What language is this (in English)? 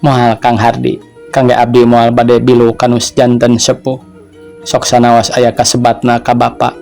Sundanese